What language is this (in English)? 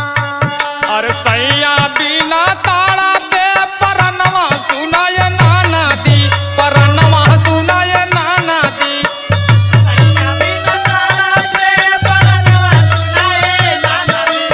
Bhojpuri